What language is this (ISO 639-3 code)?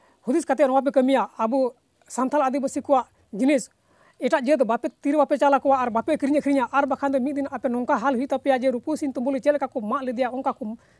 sat